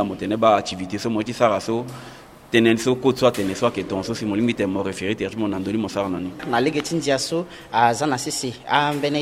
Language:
Sango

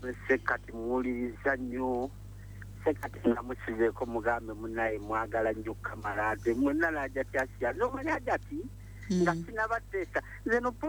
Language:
Ganda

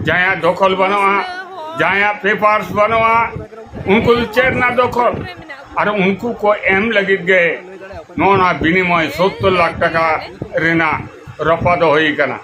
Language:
Santali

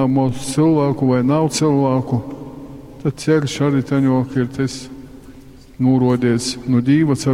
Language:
Latgalian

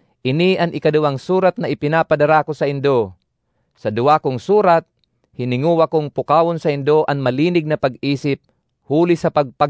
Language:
Bikol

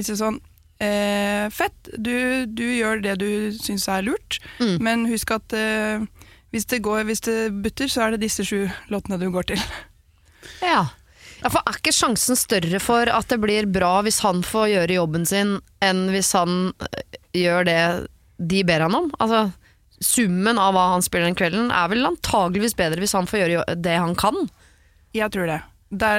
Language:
Norwegian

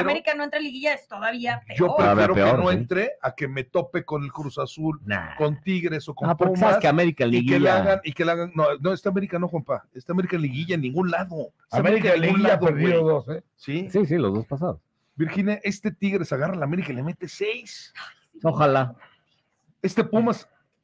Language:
Spanish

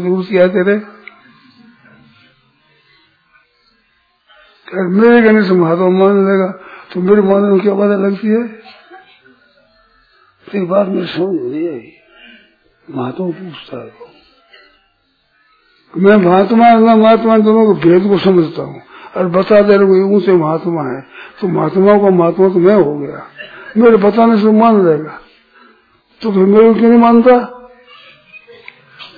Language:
Hindi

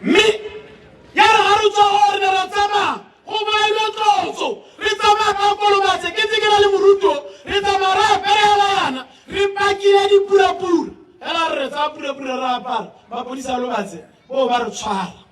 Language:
Tswana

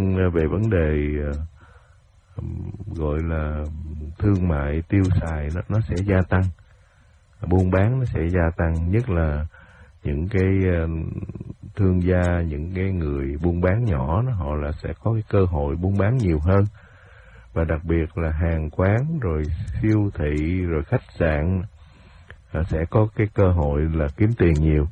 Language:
Vietnamese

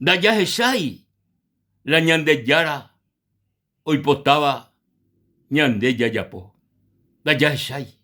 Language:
Guarani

